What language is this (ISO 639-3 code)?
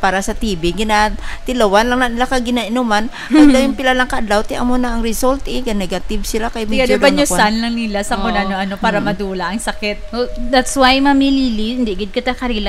hil